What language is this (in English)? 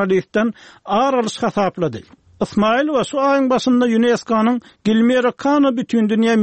Turkmen